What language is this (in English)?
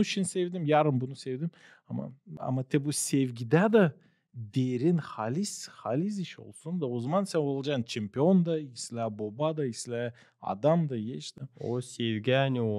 Gagauz